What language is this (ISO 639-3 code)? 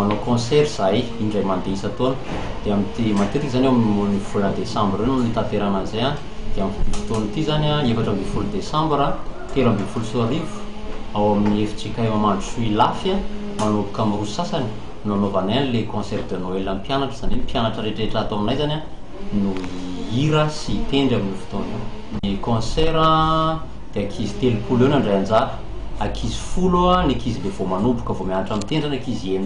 mlg